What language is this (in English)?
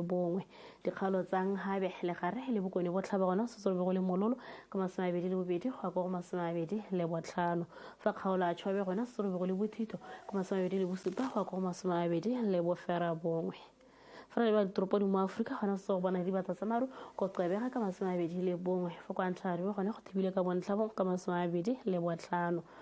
Tswana